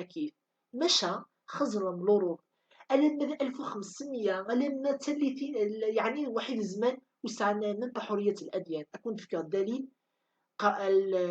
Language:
Kabyle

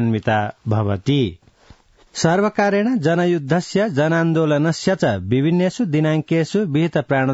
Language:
Sanskrit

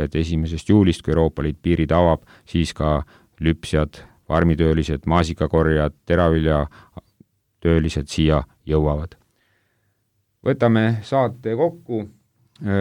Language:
Estonian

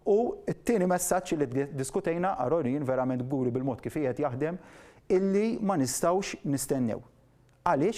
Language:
Maltese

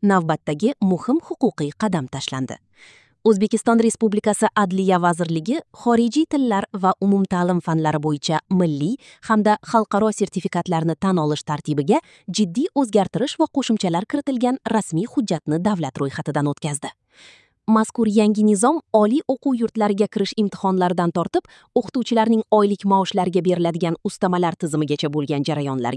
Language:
Uzbek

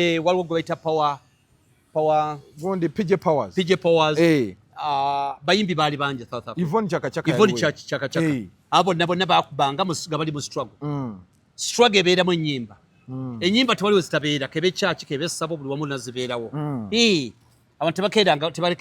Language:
Ganda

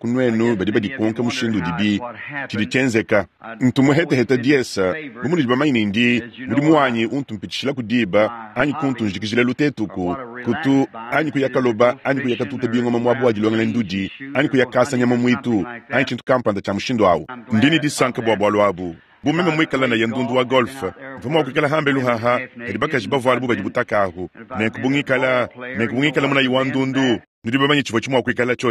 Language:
Luba-Lulua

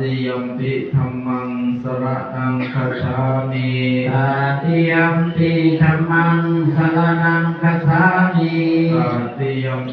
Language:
Pali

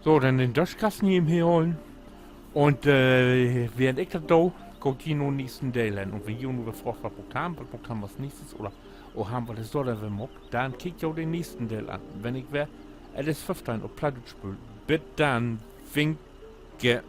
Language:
Low German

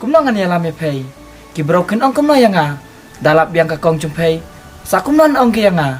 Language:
Khasi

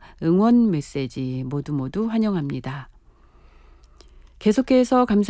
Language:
Korean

